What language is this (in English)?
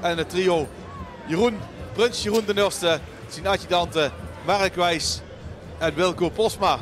Limburgish